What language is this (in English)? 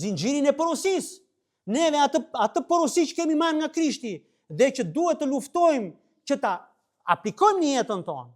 Albanian